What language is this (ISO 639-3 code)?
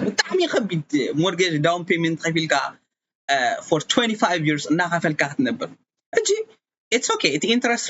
tir